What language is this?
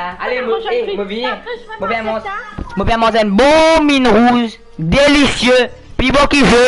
Morisyen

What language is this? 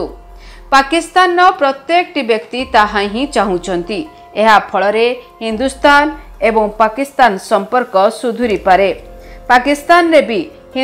Odia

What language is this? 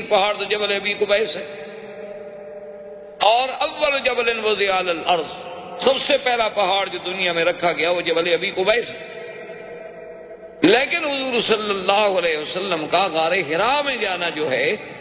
Urdu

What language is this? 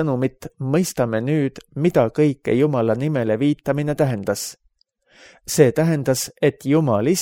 Estonian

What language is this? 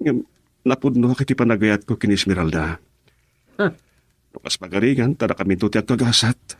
Iloko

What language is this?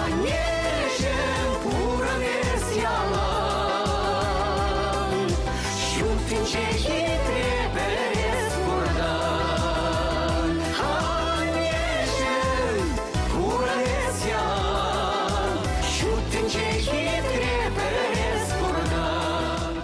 Chuvash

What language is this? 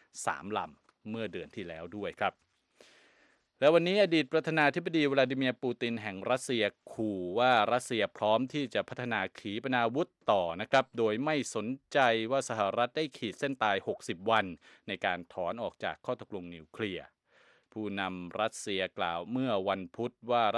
Thai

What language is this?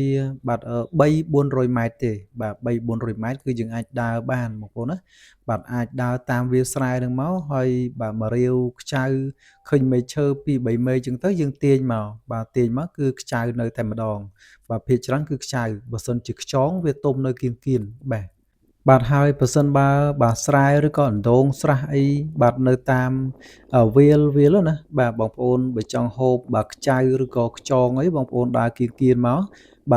Khmer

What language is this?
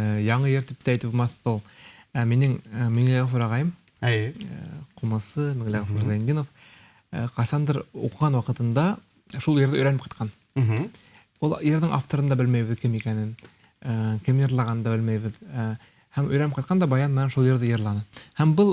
Bashkir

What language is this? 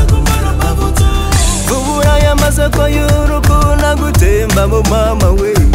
Kinyarwanda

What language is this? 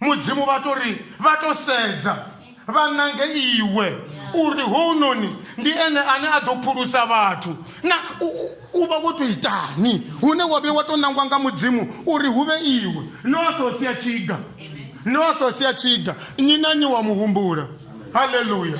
Venda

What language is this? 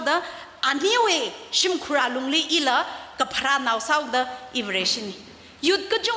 Tangkhul Naga (India)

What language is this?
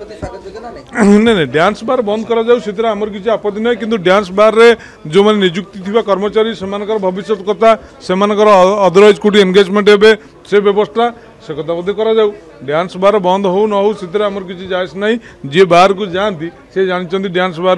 Odia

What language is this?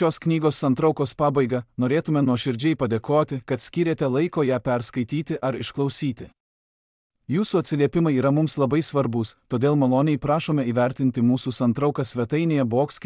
Lithuanian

